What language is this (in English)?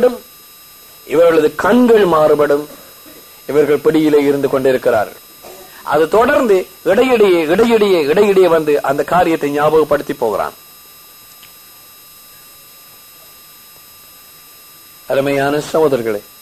Tamil